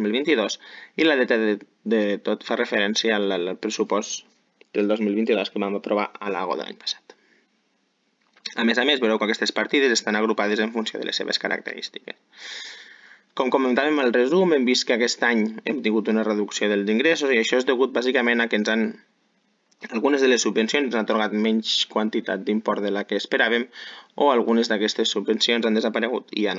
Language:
Catalan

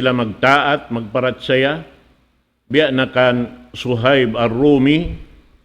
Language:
Tausug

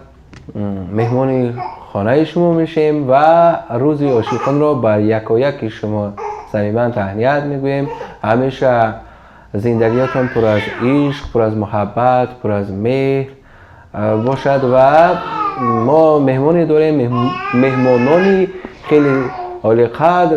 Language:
Tajik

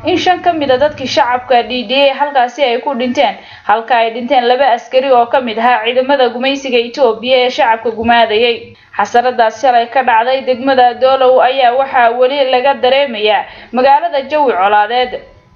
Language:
Somali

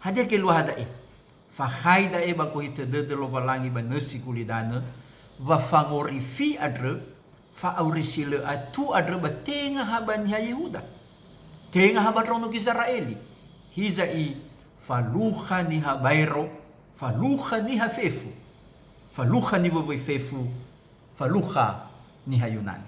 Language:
Nias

